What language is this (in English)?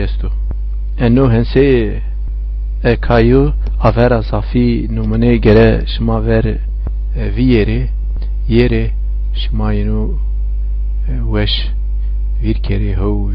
Zaza